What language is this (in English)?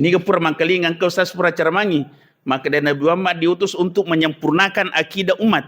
Buginese